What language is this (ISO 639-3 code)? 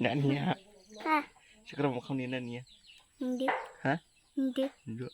dis